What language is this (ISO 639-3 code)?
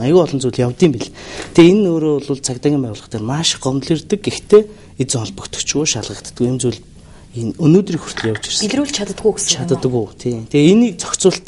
mon